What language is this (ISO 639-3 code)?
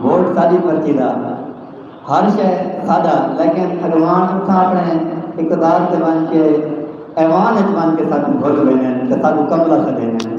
skr